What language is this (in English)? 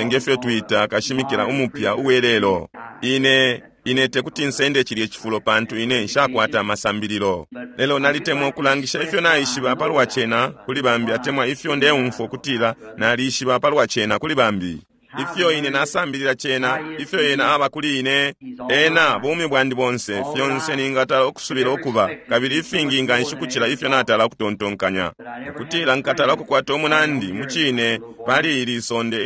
Bemba